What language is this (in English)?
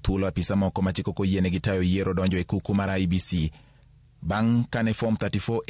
Luo (Kenya and Tanzania)